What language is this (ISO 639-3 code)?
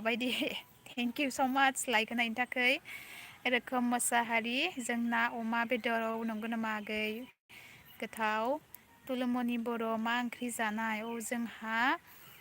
brx